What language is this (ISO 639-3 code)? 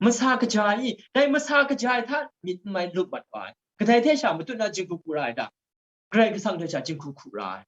kac